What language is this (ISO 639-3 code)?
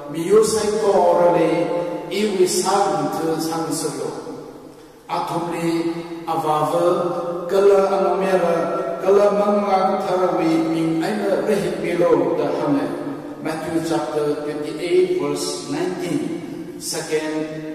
nmf